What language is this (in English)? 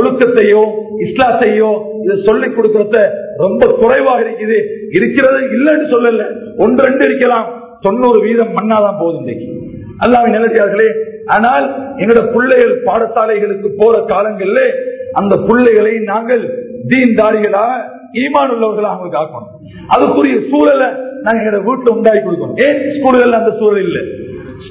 Tamil